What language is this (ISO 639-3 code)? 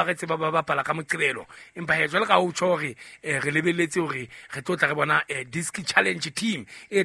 sot